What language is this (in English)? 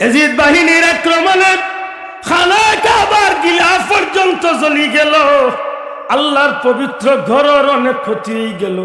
Sylheti